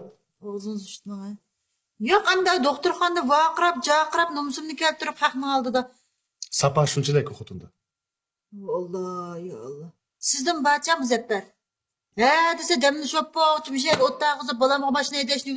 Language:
Uyghur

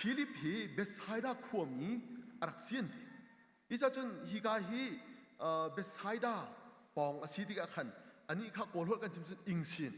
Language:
Hakha Chin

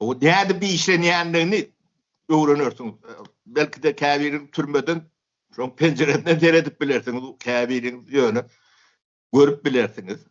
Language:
Turkmen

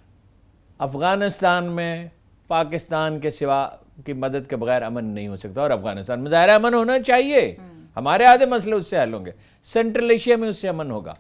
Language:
Urdu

